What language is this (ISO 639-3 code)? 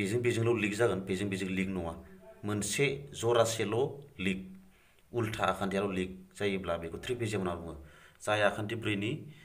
brx